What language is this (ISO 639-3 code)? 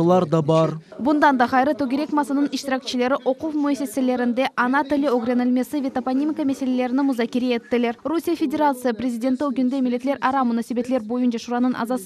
crh